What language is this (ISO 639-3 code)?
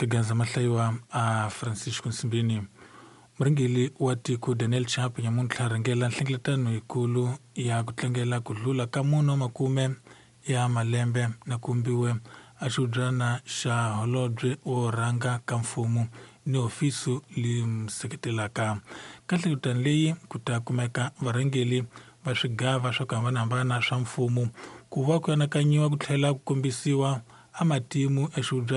tso